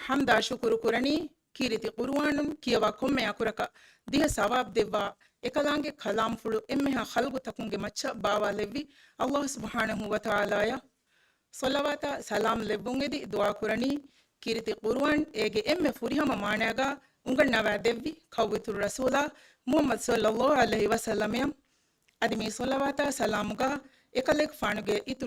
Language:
Divehi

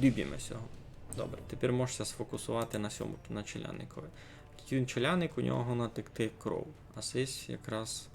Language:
Rusyn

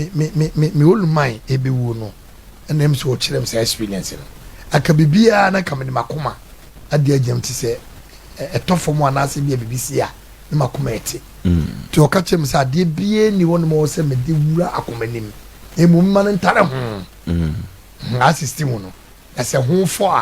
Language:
Akan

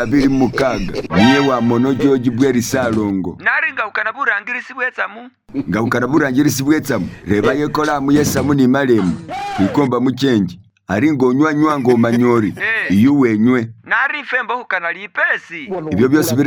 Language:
Masaaba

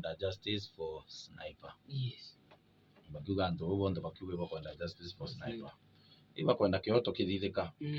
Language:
Meru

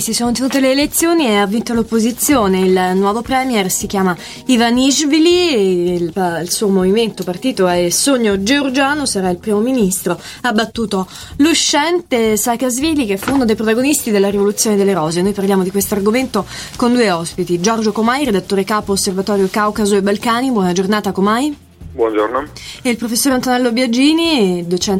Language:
Italian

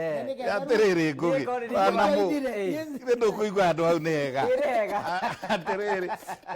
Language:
Kikuyu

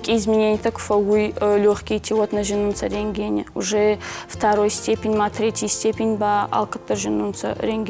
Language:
Ossetic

